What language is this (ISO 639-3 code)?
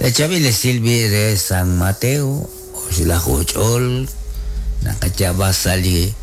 kek